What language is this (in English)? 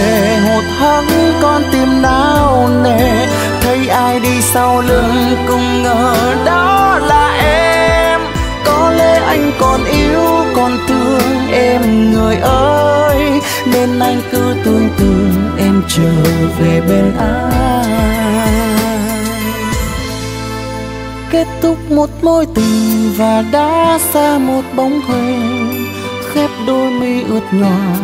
Vietnamese